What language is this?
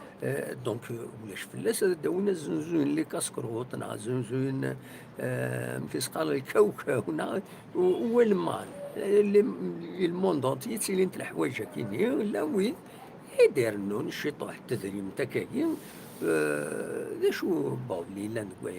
Kabyle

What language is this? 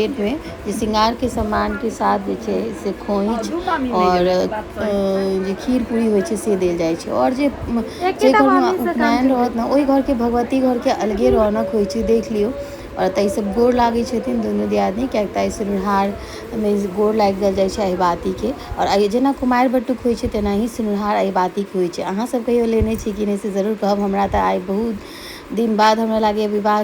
Maithili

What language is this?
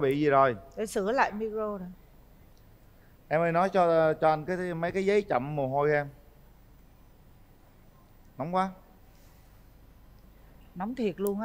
Vietnamese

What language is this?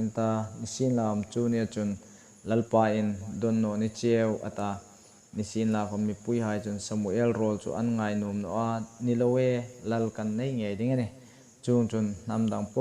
Hmar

